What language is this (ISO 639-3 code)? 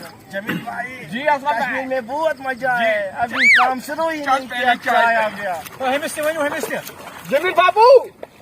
kas